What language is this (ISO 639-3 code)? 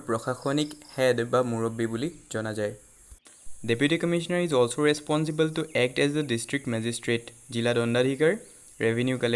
asm